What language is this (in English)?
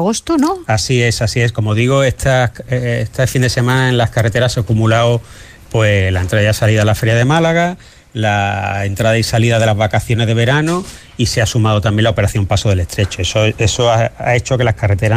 Spanish